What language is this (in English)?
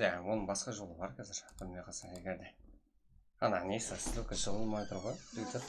Kara-Kalpak